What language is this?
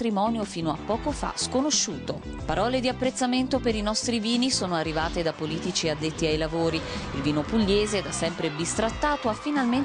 Italian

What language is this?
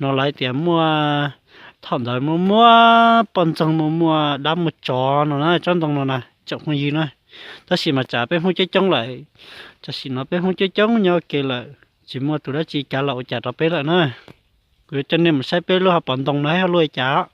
Hmong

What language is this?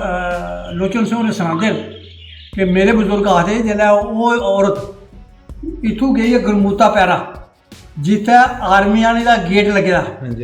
Dogri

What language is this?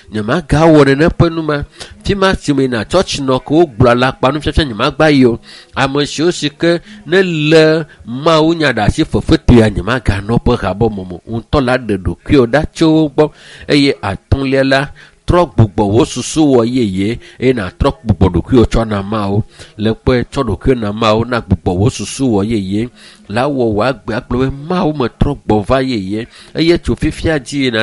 Ewe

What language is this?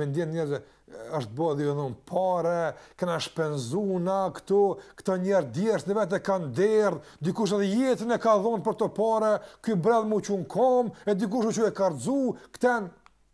Albanian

